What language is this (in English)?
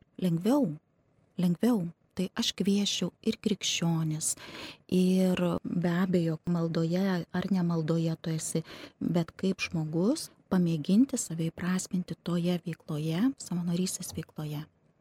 Lithuanian